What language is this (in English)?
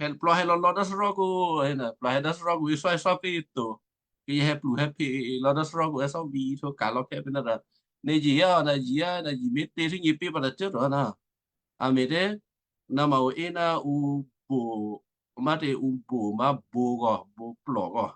Western Kayah